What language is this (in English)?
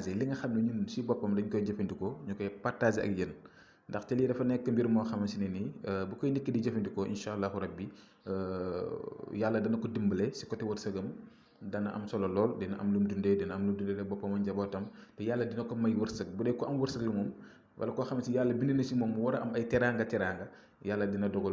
Wolof